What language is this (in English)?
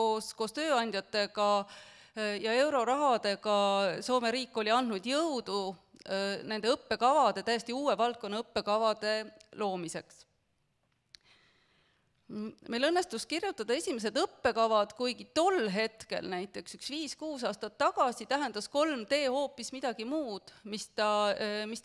Estonian